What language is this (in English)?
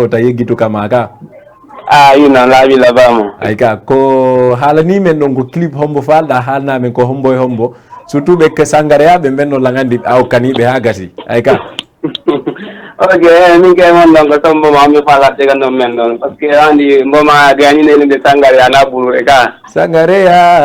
Fula